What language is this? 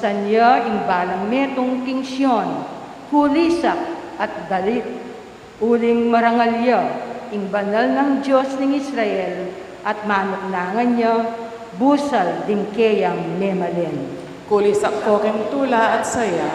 Pampanga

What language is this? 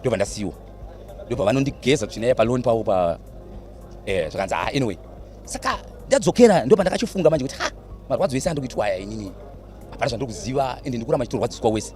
Shona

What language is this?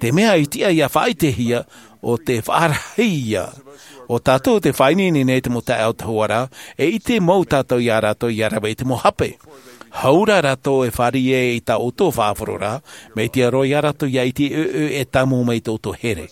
Tahitian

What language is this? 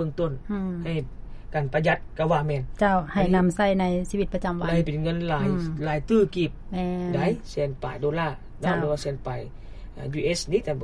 Lao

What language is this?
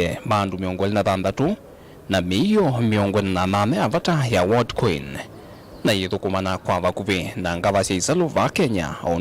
Kamba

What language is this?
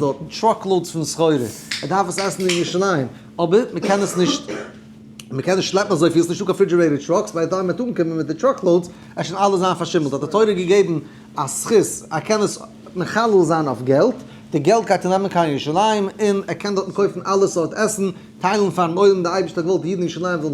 Yiddish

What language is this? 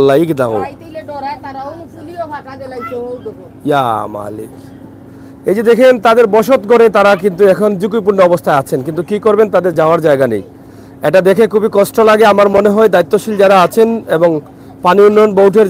Sylheti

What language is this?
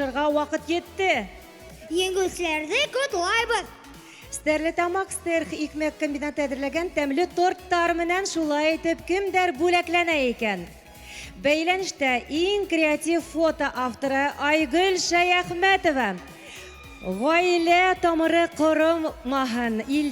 Bashkir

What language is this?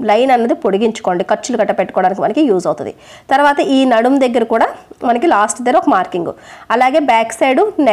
Telugu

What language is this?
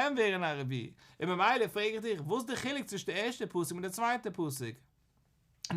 Yiddish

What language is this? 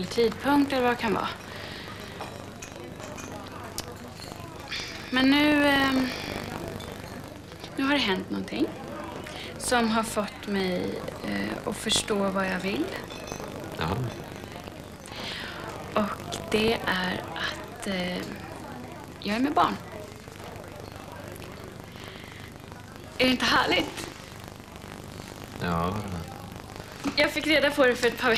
Swedish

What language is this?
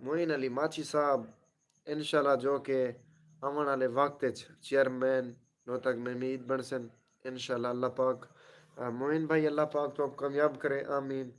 Saraiki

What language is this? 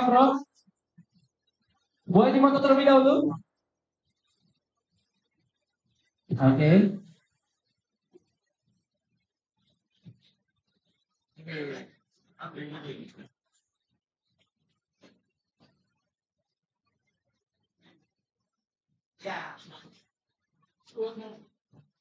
Indonesian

